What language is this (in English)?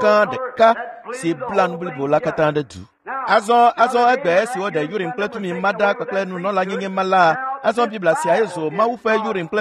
Ewe